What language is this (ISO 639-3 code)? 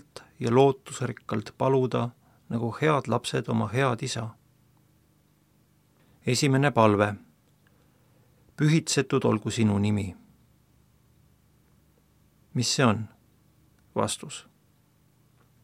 est